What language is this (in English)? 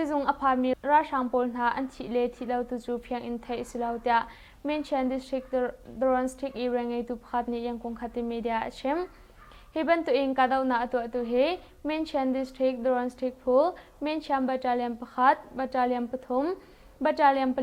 Hakha Chin